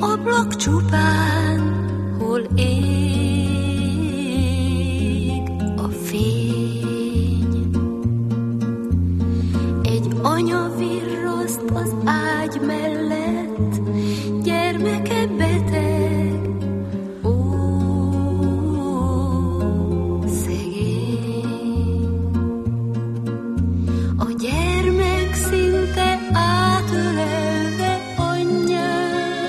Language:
Hungarian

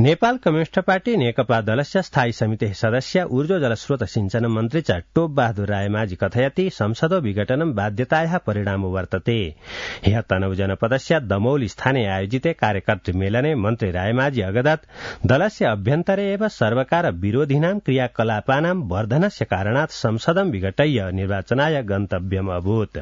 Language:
Sanskrit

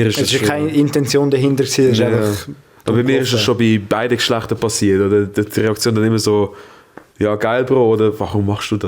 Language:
Swiss German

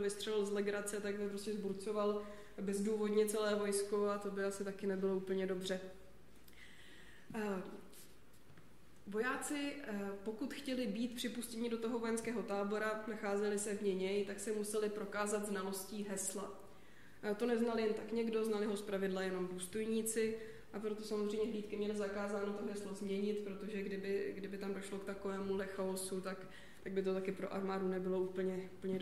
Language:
Czech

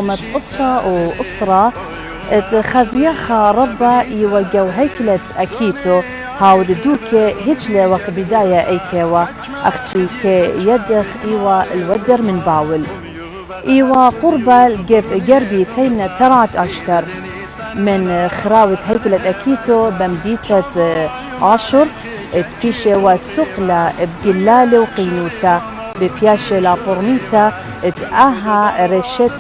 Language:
Assyrian Neo-Aramaic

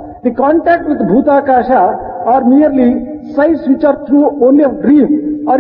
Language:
Telugu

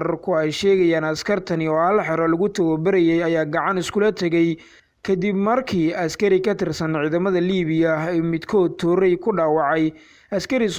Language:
Somali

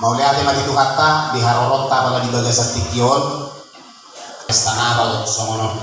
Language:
Batak Toba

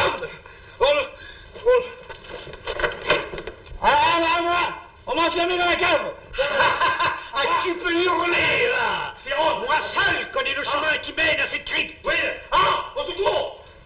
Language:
French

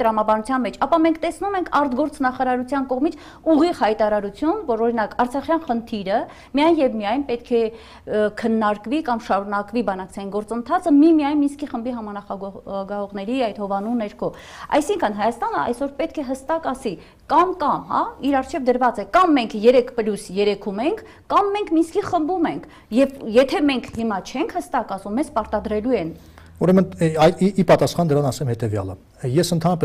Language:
Armenian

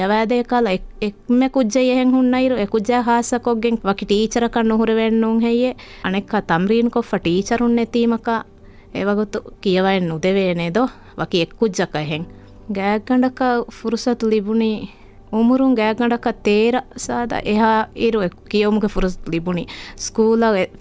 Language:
Divehi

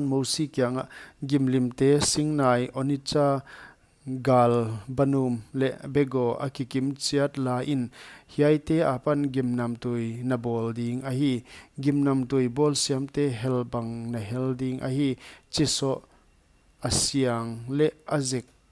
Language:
Paite Chin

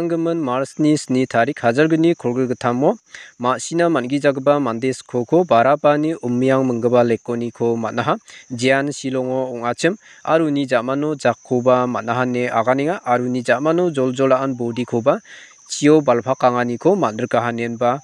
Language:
Garo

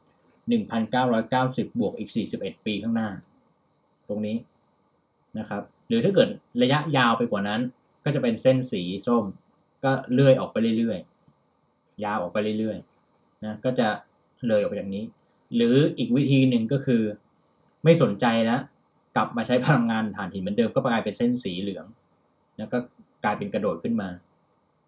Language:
Thai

